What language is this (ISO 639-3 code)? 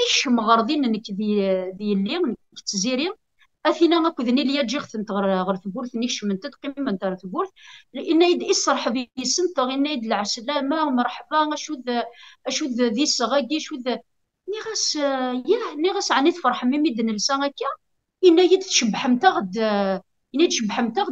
kab